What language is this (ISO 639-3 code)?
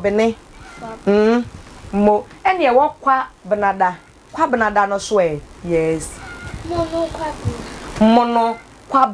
aka